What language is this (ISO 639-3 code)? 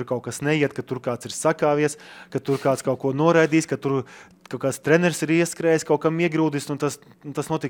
lav